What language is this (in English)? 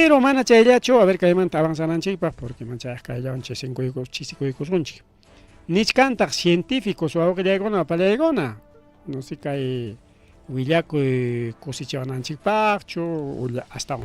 Ayacucho Quechua